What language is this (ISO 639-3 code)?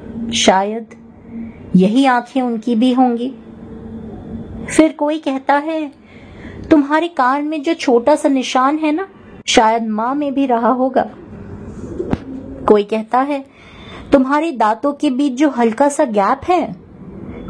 hin